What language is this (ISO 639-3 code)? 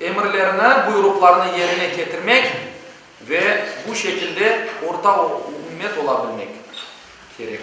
crh